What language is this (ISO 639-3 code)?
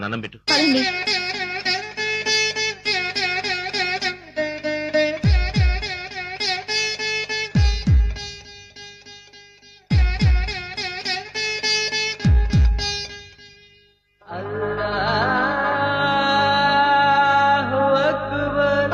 tel